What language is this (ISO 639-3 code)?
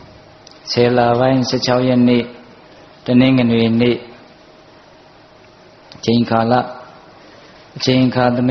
mya